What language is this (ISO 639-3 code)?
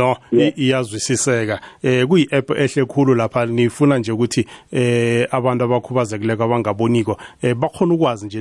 nbl